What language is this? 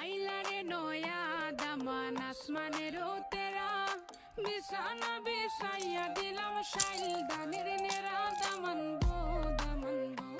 Sylheti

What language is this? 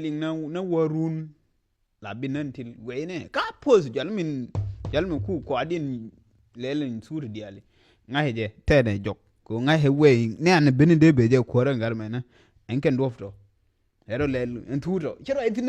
Nuer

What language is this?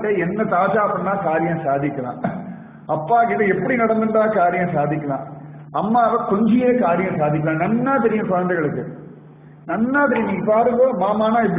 Tamil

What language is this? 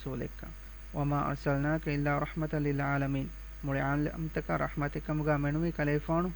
Divehi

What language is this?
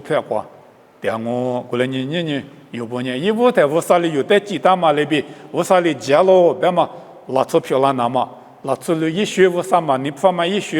Lisu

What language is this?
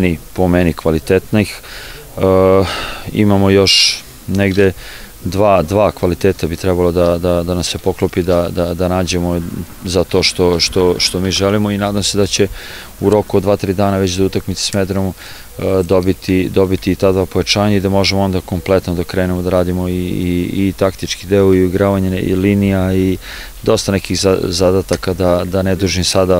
Serbian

